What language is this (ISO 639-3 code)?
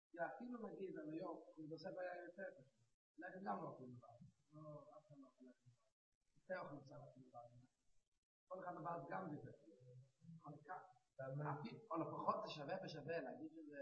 heb